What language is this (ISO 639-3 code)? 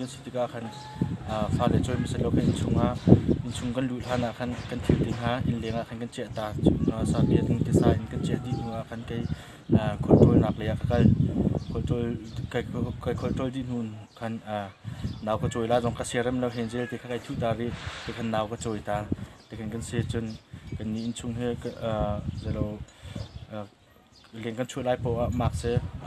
cnh